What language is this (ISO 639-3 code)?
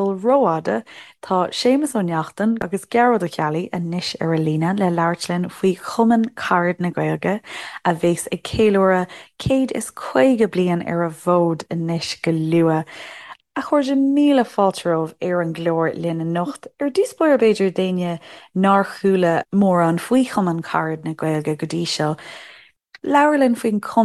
gle